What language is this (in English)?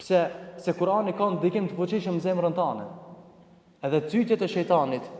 Albanian